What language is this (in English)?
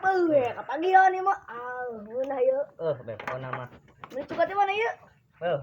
Sundanese